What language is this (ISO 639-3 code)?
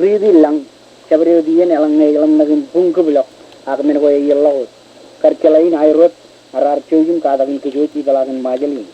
mah